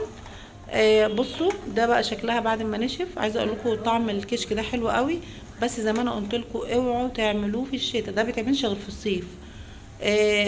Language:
Egyptian Arabic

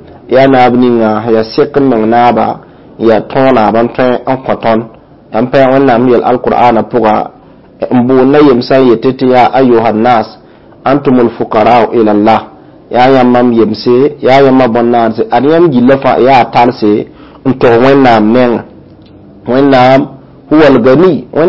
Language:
Mossi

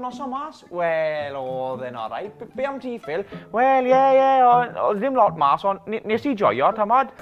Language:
Welsh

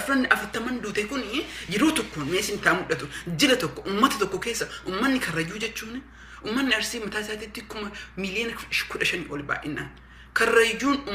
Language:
Oromo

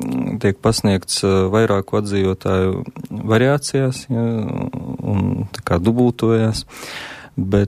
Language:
Latvian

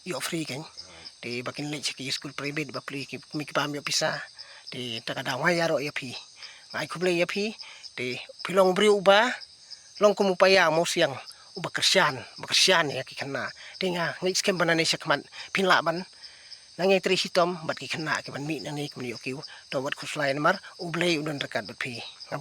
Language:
Khasi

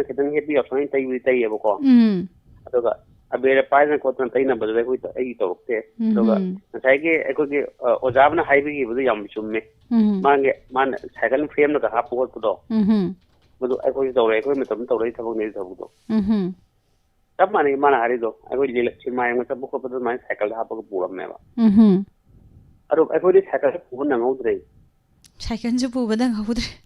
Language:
Manipuri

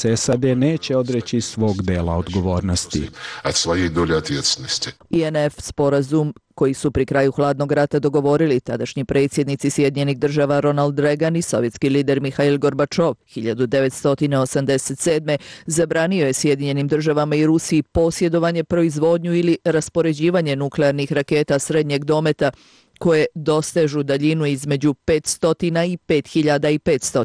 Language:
Bosnian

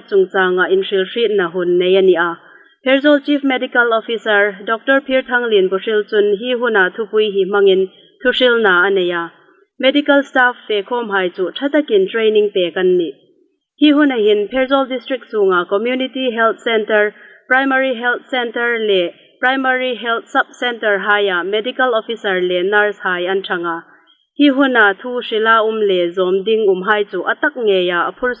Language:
Hmar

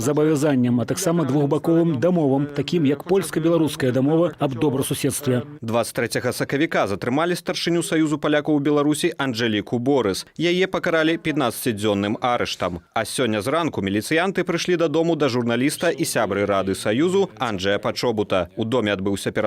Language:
Belarusian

